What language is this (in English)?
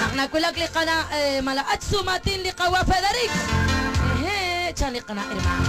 Kekchí